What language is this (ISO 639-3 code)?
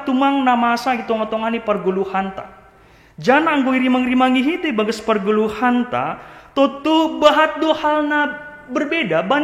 bts